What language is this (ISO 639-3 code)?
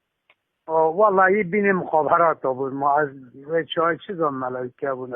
kur